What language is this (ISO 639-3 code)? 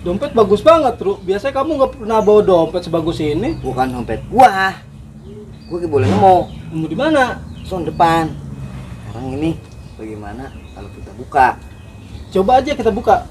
bew